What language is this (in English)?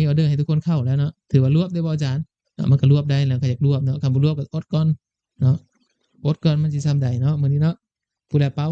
Lao